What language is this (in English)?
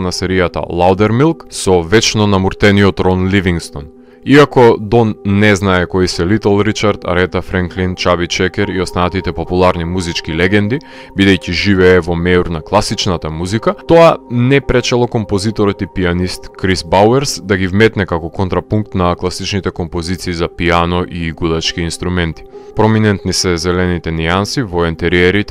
Macedonian